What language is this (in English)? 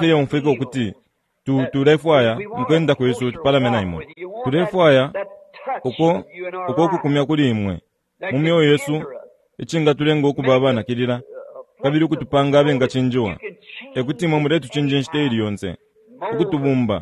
Bemba